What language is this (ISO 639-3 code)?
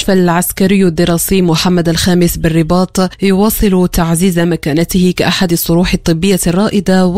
ara